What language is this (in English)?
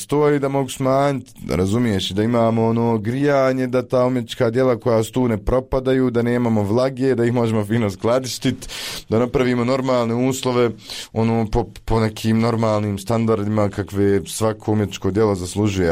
Bosnian